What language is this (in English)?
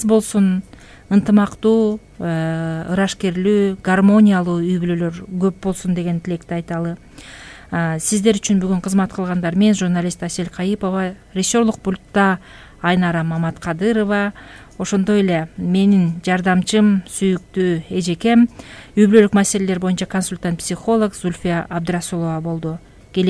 Kyrgyz